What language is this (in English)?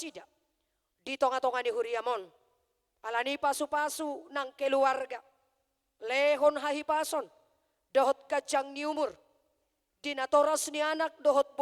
Batak Toba